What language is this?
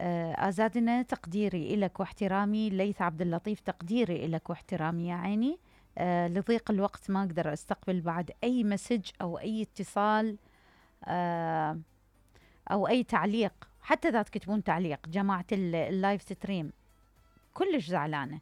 Mesopotamian Arabic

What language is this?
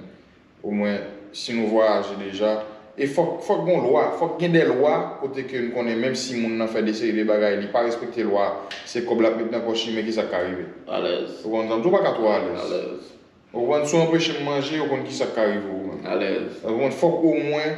Haitian Creole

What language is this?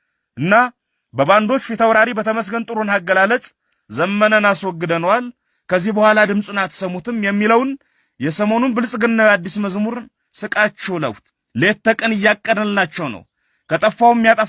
Amharic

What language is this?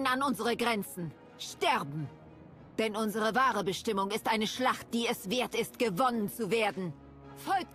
German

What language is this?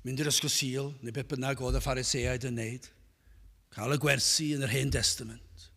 Welsh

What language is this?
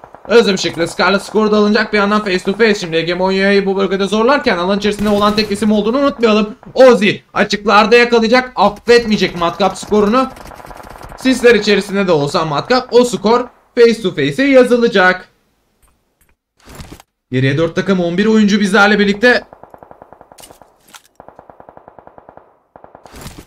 Turkish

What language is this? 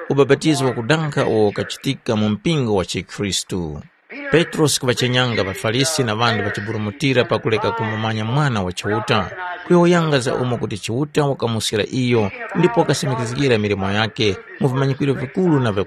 Tumbuka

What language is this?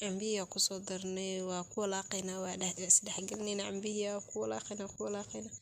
Somali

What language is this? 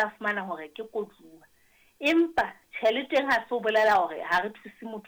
Southern Sotho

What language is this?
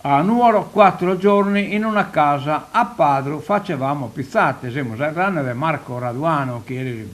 Sardinian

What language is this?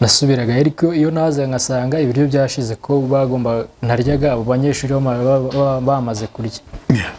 Kinyarwanda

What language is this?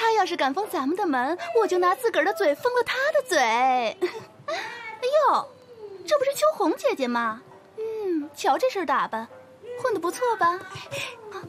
Chinese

